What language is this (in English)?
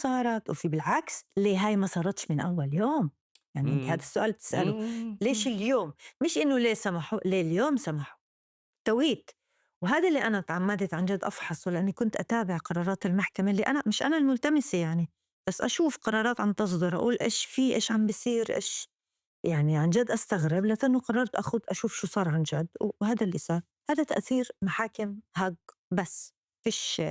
North Levantine Arabic